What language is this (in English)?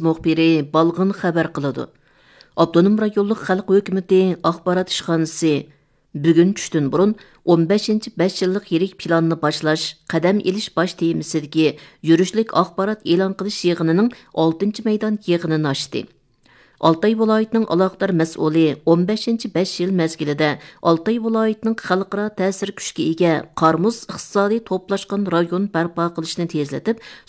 Uyghur